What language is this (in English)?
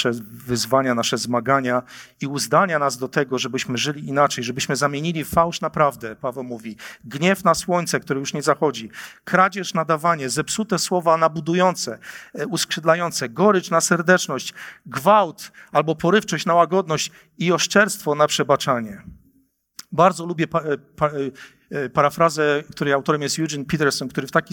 Polish